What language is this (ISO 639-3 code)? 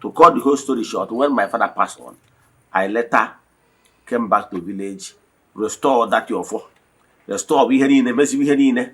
ibo